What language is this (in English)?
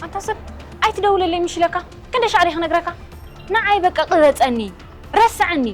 Tigrinya